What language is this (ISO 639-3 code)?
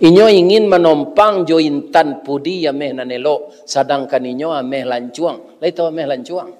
min